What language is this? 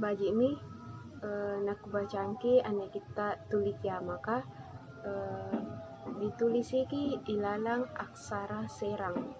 Makasar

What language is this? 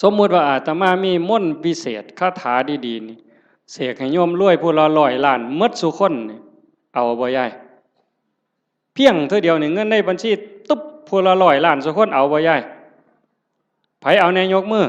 Northeastern Thai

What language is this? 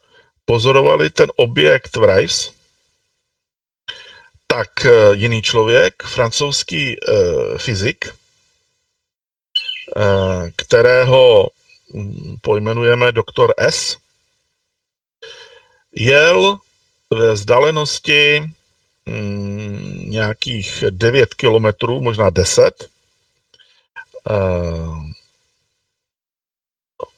Czech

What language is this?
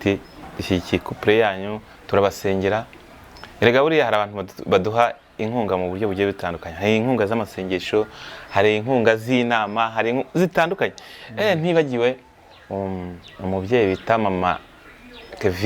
Kinyarwanda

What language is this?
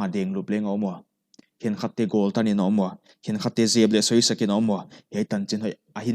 Paite Chin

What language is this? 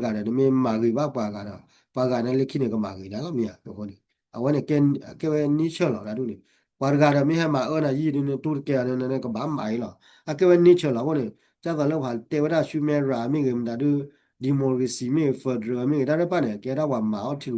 S'gaw Karen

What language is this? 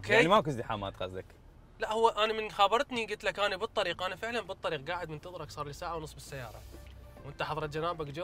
Mesopotamian Arabic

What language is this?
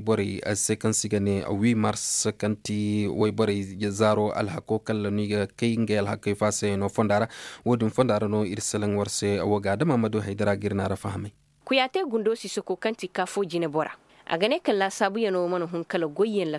Zarma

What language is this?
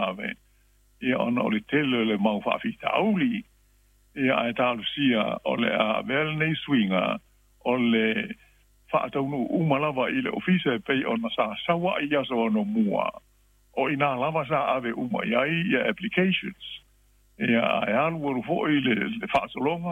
Samoan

